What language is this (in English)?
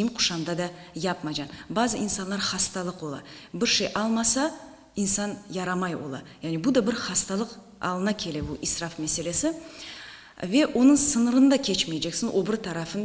Crimean Tatar